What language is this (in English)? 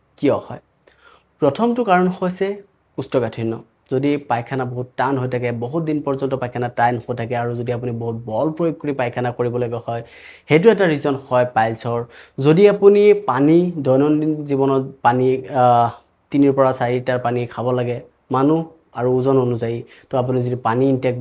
Assamese